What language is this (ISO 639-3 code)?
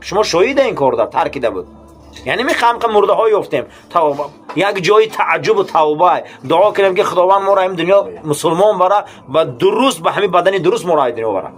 tgk